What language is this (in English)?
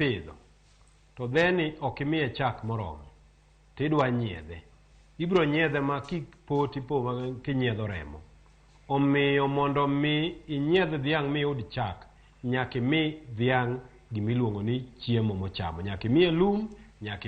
Luo (Kenya and Tanzania)